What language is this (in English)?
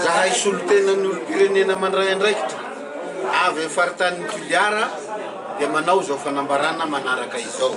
Malagasy